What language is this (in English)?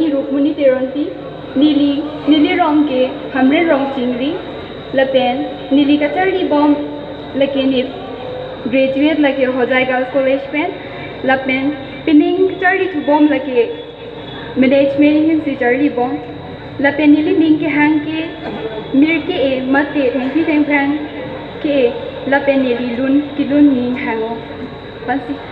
Karbi